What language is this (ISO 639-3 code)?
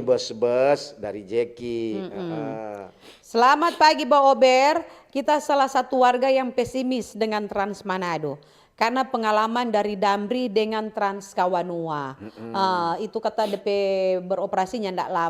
xmm